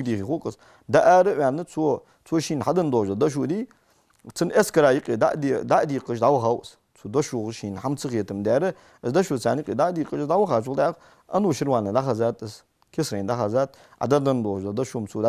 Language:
Ingush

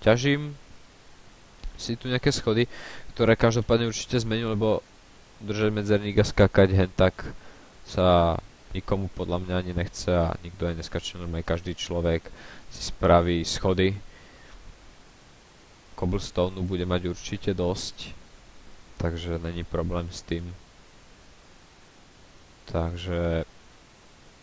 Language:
Slovak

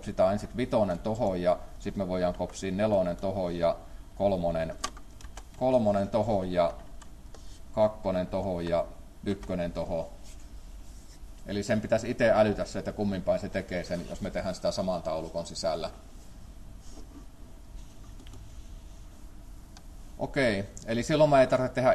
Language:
Finnish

